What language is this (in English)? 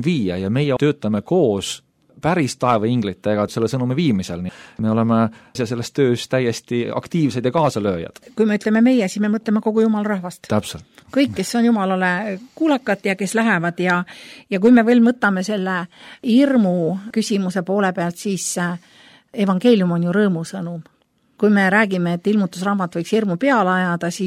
Estonian